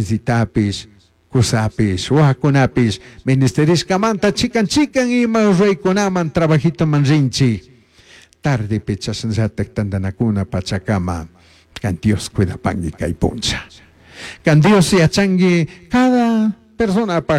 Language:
Chimborazo Highland Quichua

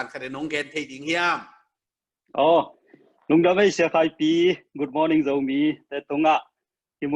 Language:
Tedim Chin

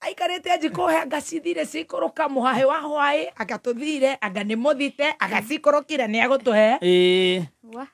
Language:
Kikuyu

